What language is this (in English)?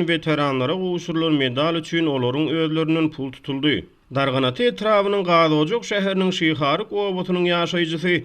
Turkmen